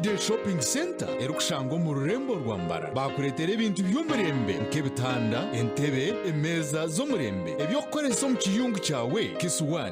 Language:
Nyankole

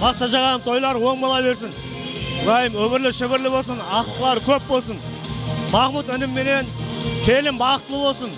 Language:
Kara-Kalpak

